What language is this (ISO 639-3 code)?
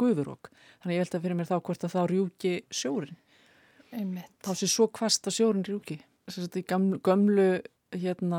isl